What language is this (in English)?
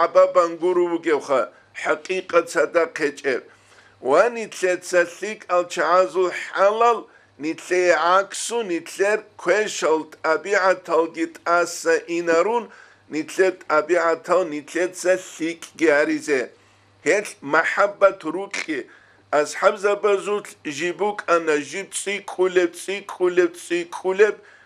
Avaric